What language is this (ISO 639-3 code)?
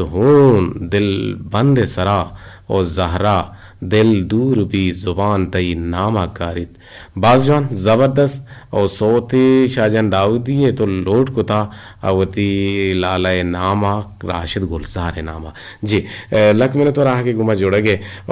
bgp